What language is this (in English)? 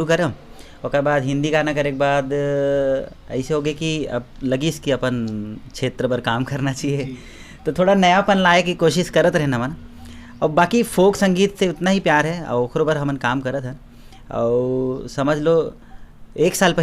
Chhattisgarhi